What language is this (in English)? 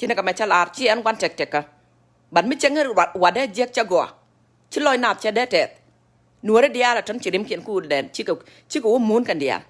Nuer